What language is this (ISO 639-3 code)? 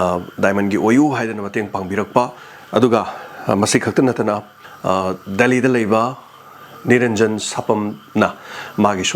mni